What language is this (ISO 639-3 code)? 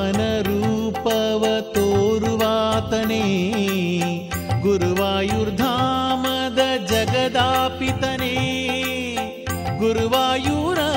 kan